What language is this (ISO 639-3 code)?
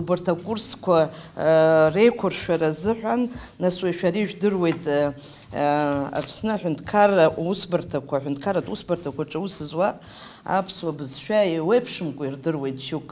abk